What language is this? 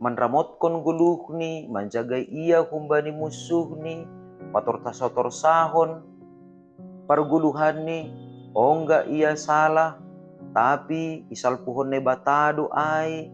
Batak Simalungun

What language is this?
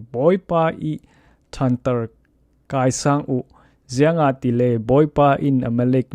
Falam Chin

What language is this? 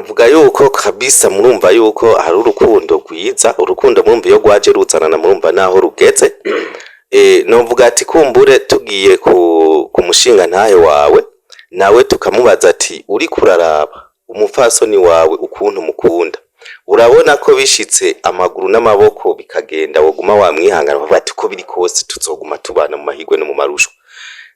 Rundi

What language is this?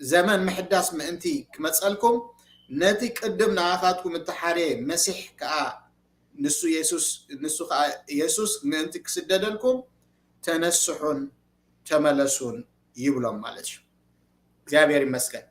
Tigrinya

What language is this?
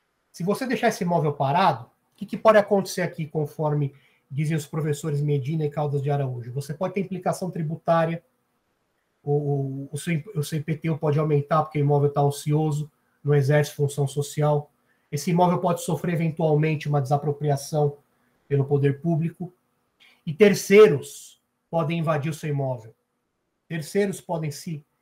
Portuguese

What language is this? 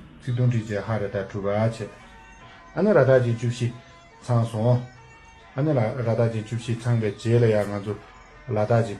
Tibetan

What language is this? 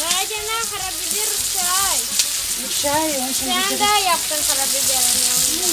Crimean Tatar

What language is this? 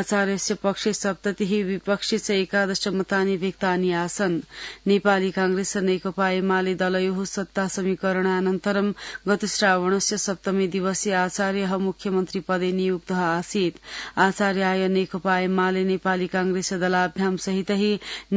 Sanskrit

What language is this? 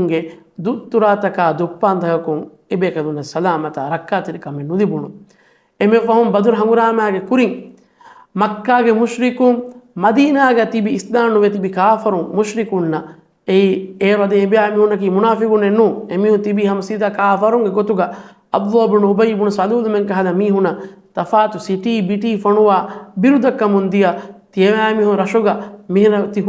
Divehi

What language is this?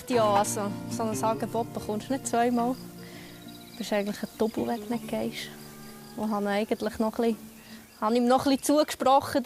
Swiss German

